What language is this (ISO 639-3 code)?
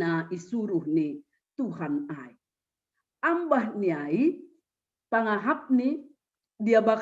bts